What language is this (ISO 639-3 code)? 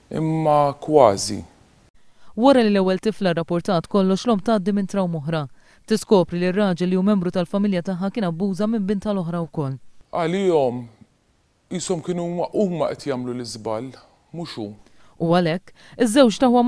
mlt